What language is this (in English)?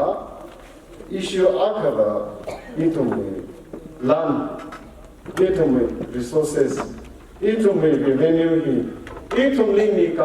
Tangkhul Naga (India)